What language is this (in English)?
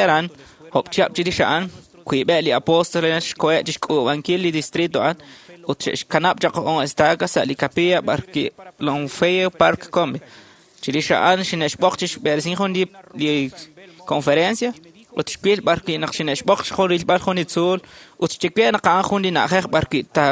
Kekchí